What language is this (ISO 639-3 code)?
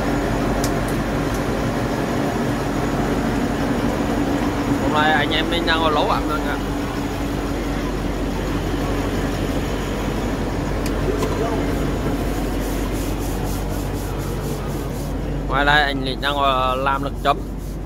vie